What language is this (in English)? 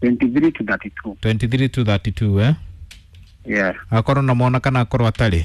Kikuyu